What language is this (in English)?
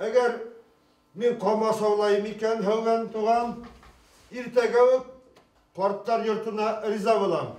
Bashkir